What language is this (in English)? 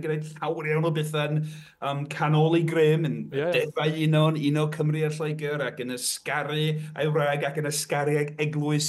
Welsh